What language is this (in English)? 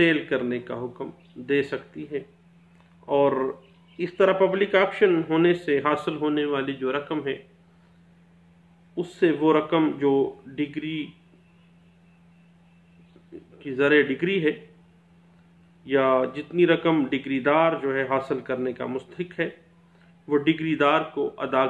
Urdu